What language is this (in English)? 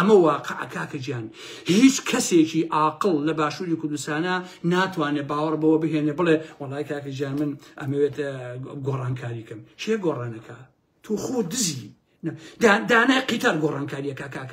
Central Kurdish